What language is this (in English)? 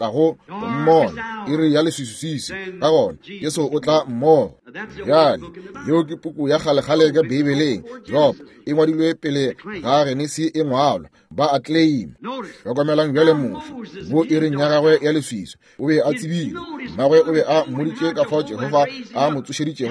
Northern Sotho